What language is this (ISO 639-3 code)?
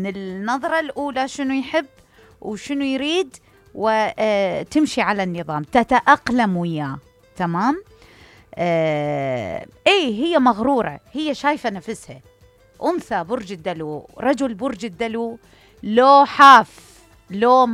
acm